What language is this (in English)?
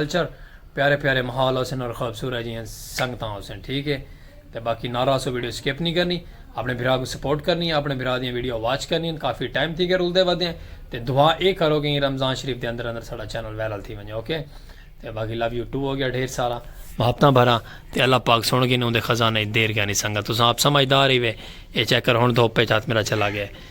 Saraiki